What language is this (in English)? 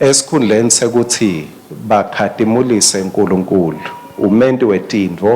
Swati